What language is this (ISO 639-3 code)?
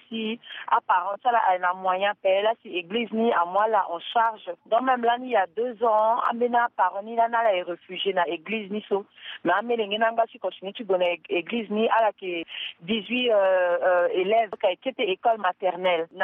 sag